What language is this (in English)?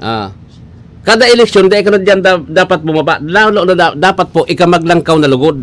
Bikol